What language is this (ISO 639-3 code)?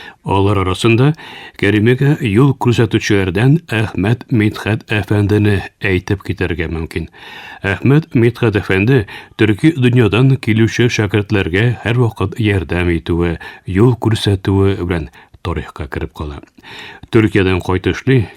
tat